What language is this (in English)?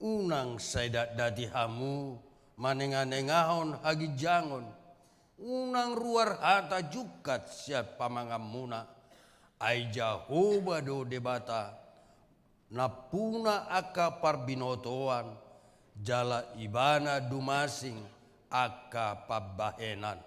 Batak Toba